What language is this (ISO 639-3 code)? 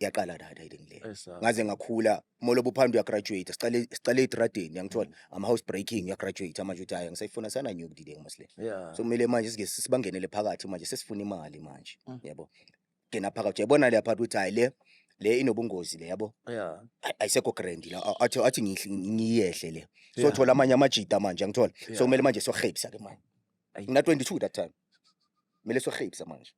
zul